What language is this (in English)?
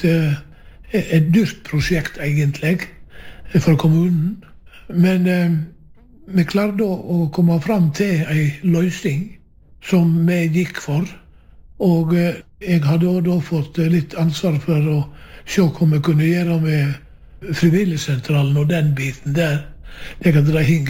Norwegian